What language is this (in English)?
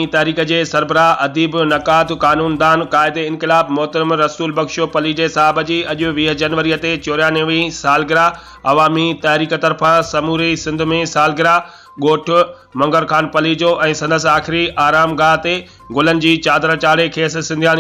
Sindhi